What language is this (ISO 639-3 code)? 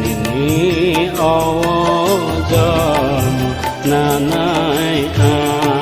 trp